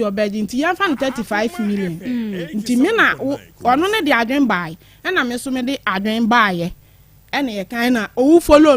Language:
Akan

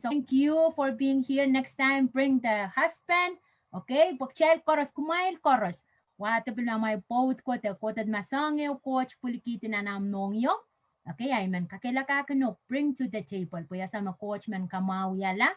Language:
Pohnpeian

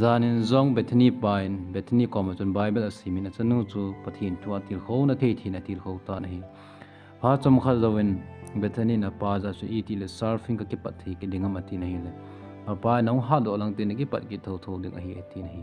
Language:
Thado Chin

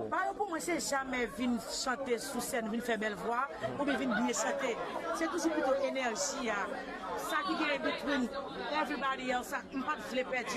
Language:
Haitian Creole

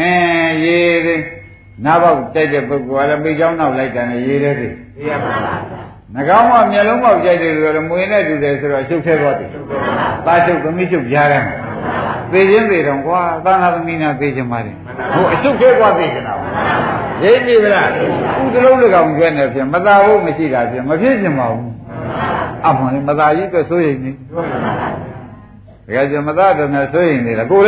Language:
Burmese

